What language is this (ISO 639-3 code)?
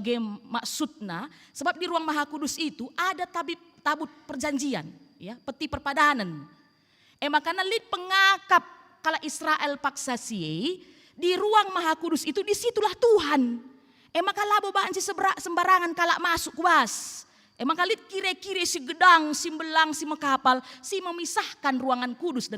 btx